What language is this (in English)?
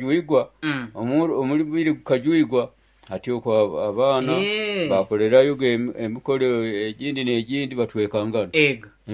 Nyoro